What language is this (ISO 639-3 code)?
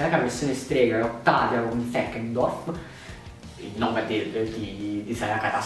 ita